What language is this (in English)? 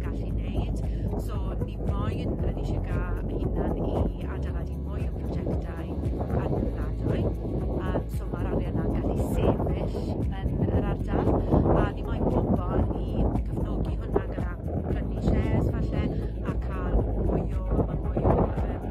Welsh